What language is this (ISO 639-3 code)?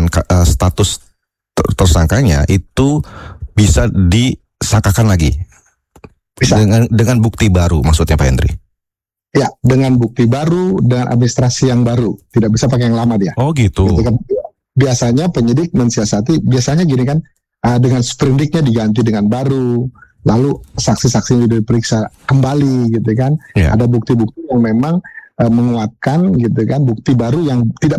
ind